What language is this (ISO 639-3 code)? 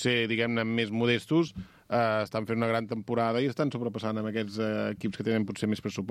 cat